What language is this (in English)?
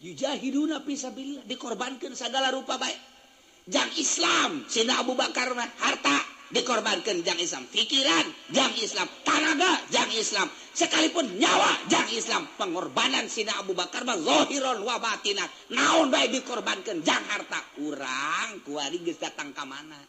Sundanese